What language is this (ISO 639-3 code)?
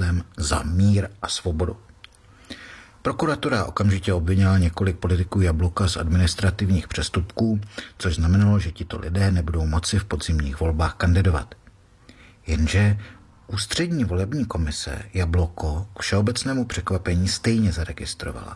ces